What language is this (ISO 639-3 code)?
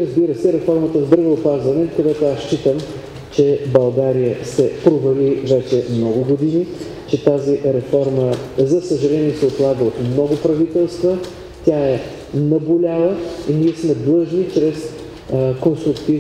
bul